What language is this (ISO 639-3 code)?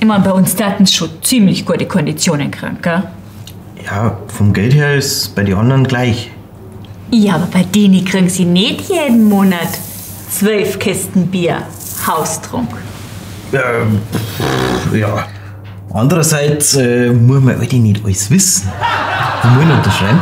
bar